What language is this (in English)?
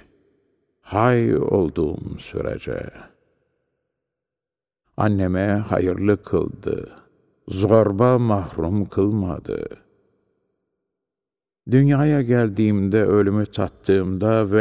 Turkish